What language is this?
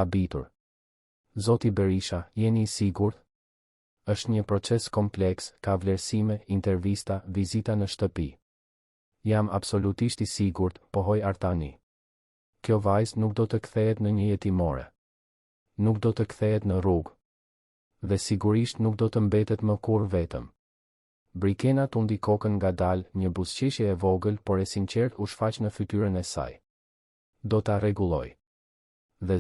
Albanian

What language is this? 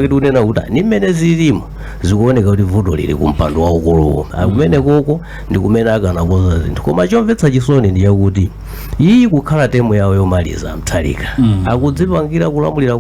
Nyanja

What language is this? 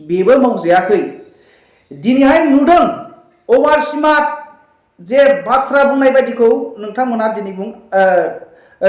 Bodo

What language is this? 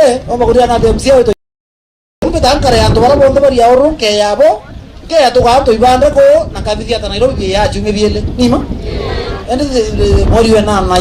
Meru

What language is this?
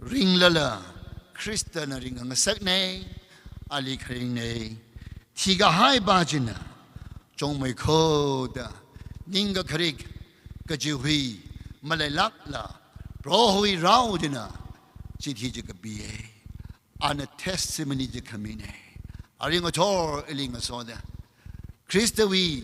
Tangkhul Naga (India)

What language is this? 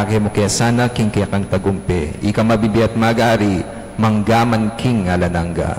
Pampanga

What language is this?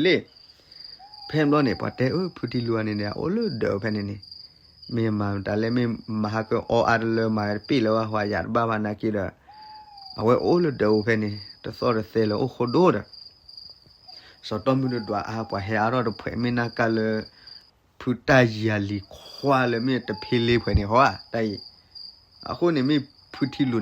S'gaw Karen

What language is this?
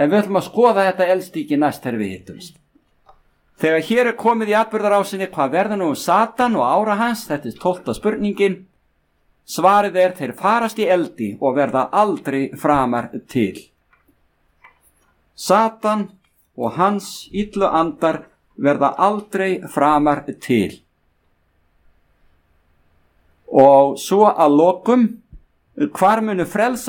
Icelandic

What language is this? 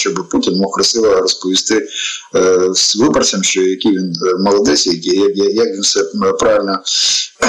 Ukrainian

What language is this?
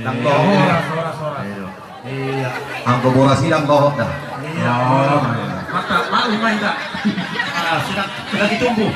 Batak Toba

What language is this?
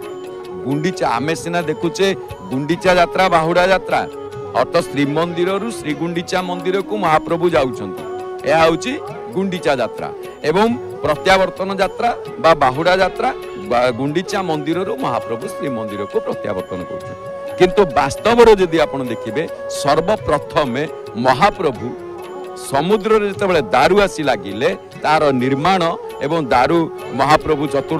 Odia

